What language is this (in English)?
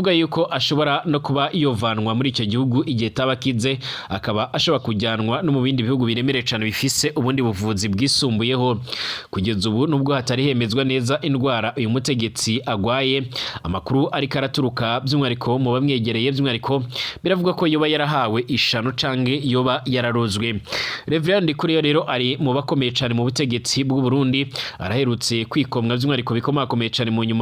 Rundi